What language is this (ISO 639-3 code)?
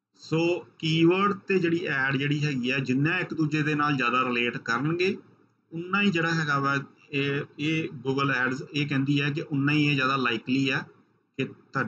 pan